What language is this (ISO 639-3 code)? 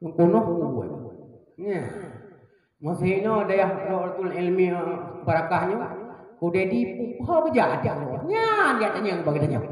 ace